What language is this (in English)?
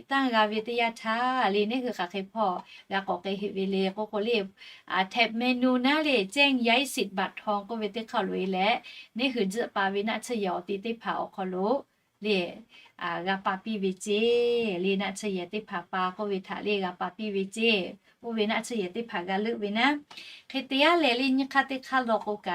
Lahu